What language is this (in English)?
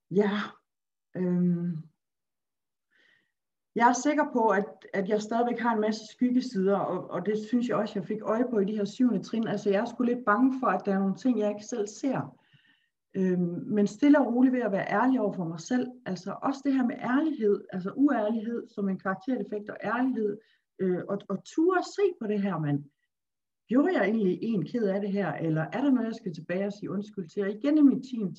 Danish